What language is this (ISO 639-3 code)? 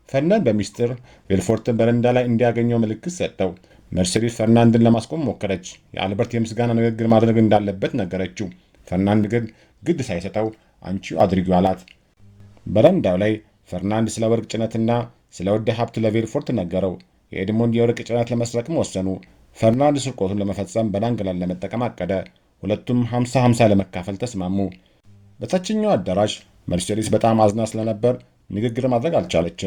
amh